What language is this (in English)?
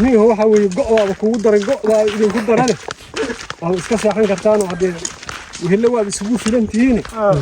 Somali